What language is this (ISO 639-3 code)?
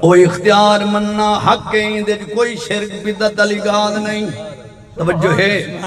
skr